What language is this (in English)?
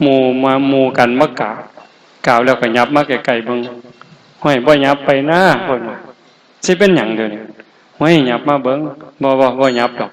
Northeastern Thai